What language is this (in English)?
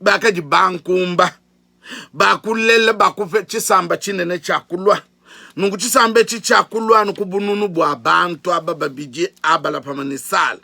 Luba-Lulua